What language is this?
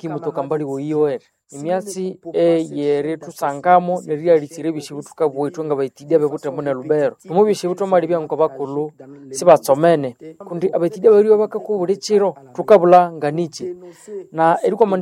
Nande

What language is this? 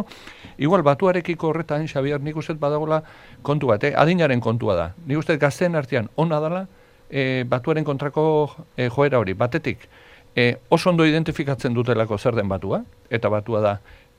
Basque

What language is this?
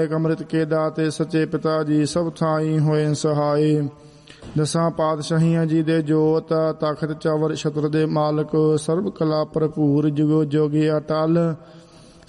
Punjabi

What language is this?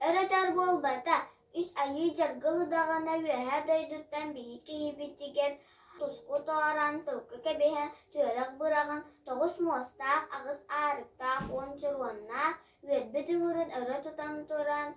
Yakut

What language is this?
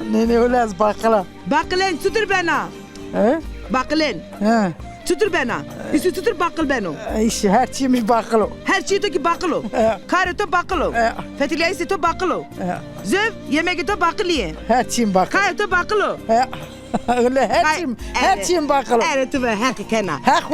Zaza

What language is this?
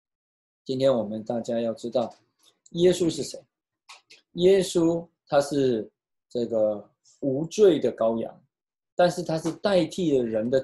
Chinese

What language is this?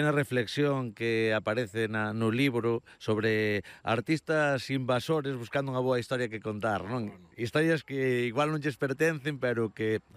Galician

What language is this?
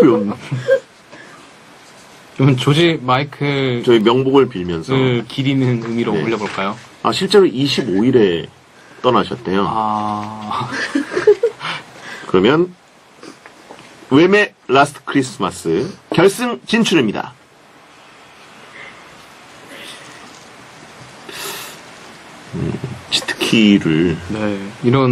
Korean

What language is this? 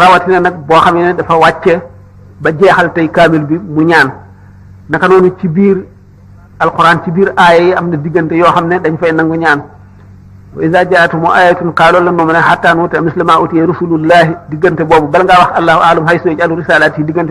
Wolof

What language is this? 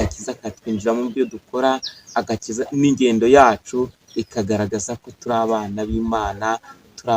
Kinyarwanda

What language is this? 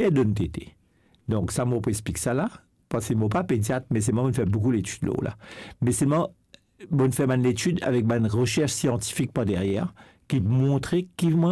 Morisyen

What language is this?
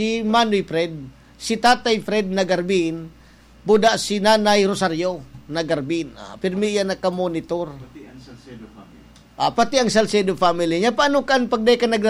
Bikol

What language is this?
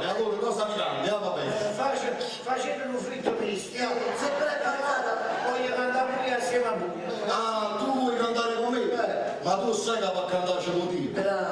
Neapolitan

